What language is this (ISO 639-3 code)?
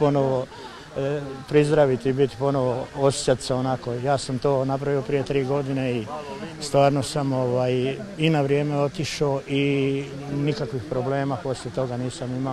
hrv